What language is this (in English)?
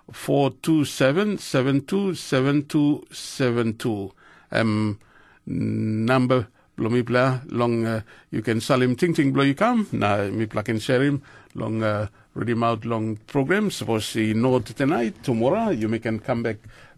Tok Pisin